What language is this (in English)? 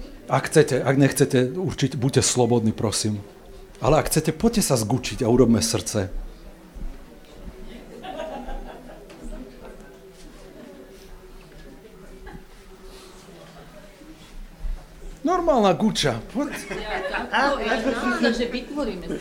Slovak